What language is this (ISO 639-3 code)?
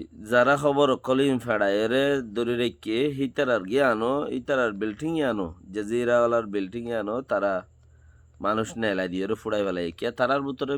rhg